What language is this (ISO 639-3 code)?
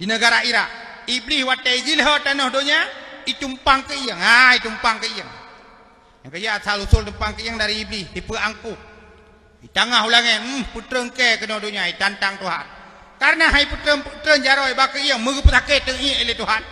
ace